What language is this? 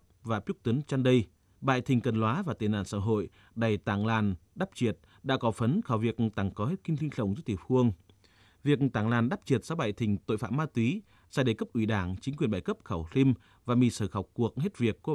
Tày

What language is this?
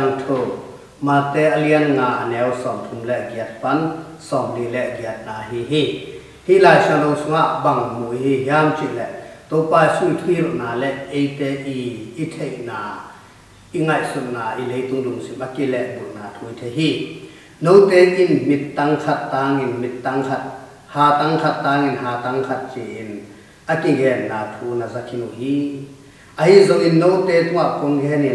Tedim Chin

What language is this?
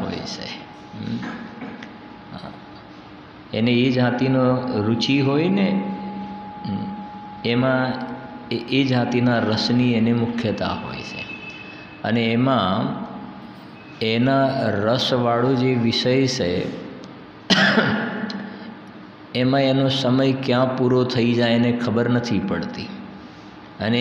Gujarati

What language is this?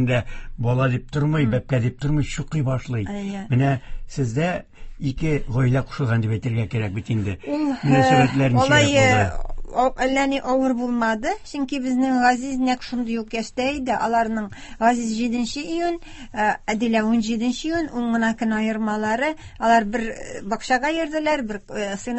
Tatar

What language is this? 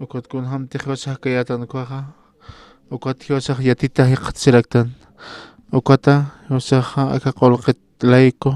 Aymara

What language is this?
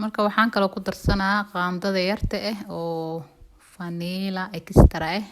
Somali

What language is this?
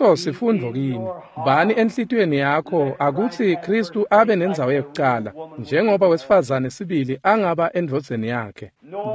Swati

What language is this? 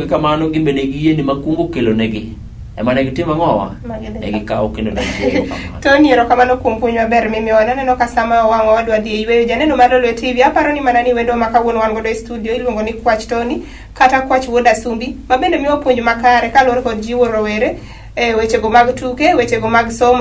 Luo (Kenya and Tanzania)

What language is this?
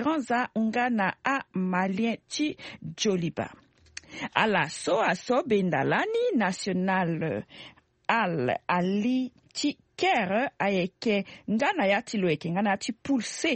Sango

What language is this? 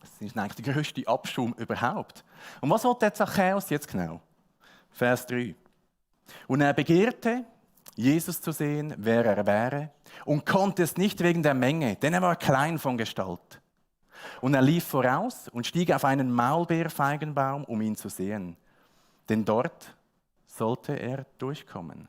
Swiss German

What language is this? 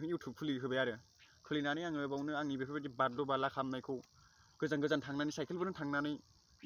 Bodo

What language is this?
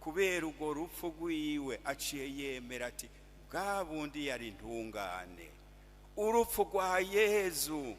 Rundi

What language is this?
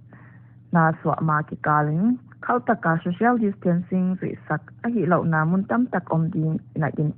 Paite Chin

